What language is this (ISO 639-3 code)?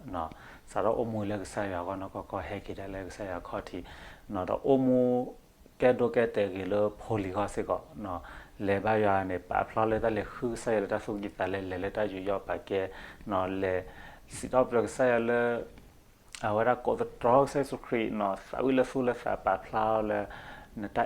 ksw